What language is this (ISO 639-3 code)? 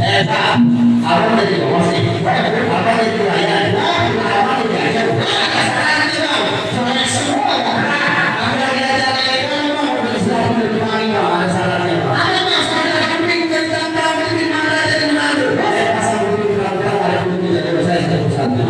bew